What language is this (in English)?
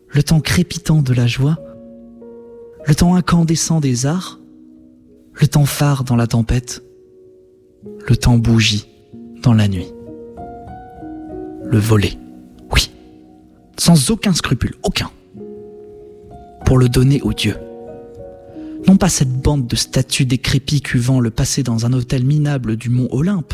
French